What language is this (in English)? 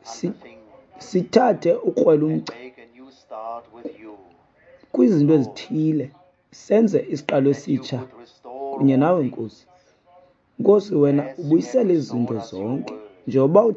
Xhosa